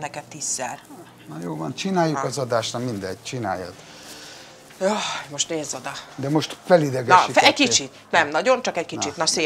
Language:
Hungarian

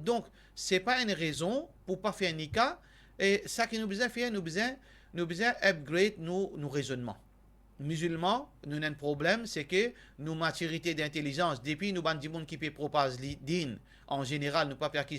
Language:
Morisyen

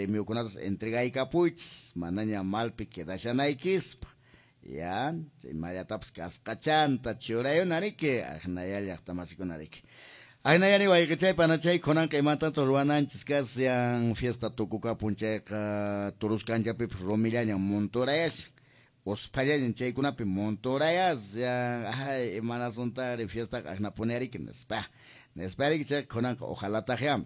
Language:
Quechua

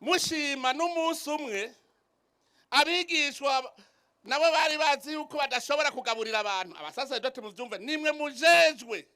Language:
Rundi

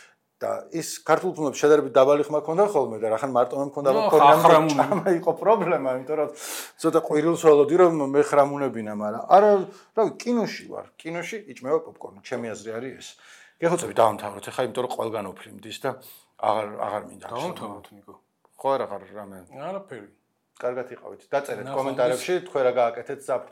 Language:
Georgian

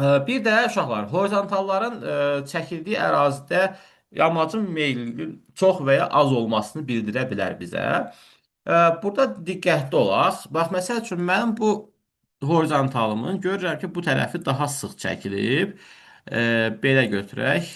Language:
Azerbaijani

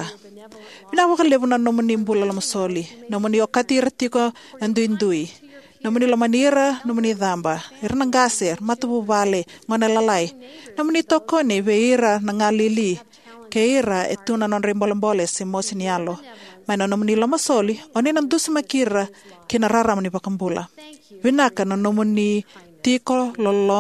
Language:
Fijian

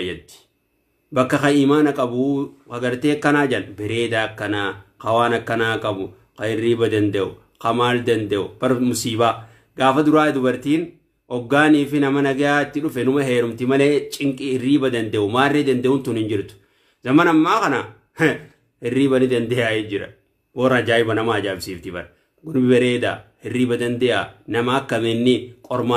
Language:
Oromo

